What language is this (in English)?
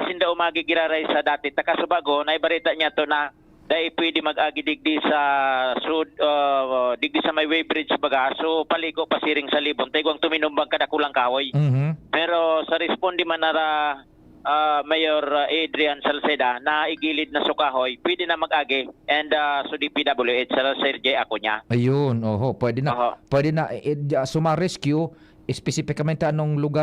Bikol